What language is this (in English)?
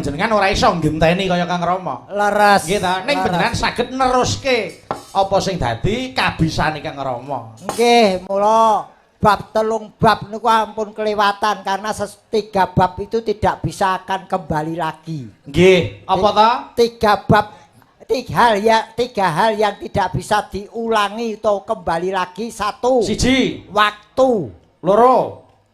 Javanese